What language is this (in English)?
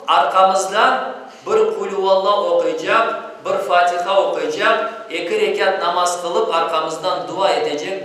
Crimean Tatar